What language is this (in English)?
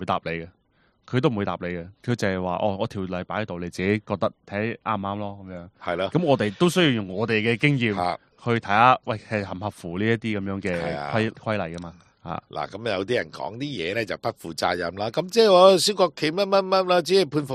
Cantonese